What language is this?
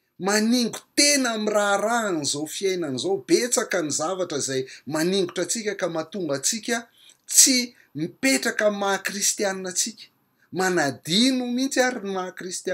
Malagasy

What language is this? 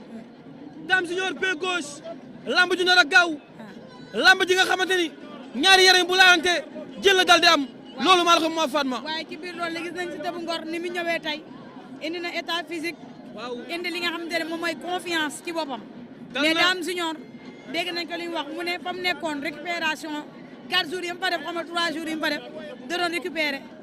Wolof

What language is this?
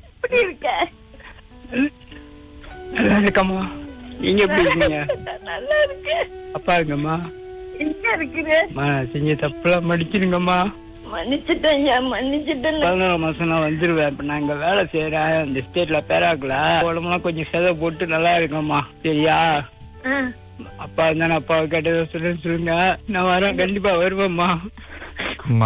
Tamil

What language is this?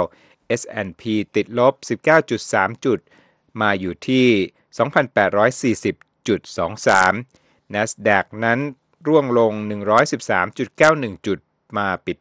Thai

